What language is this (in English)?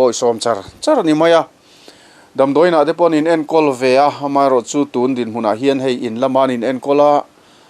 Mizo